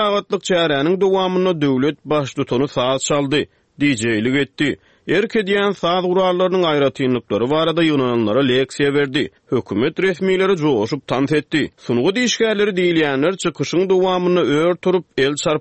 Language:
Turkmen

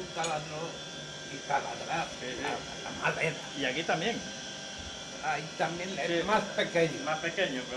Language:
Spanish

